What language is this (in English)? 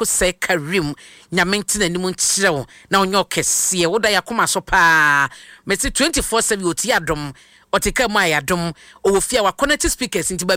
Akan